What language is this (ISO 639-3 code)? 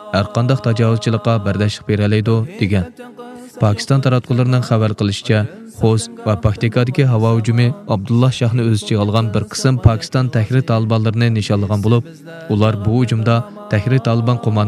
uig